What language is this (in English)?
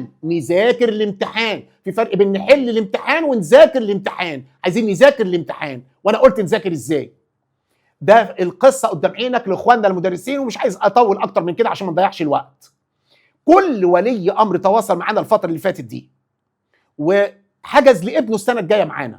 Egyptian Arabic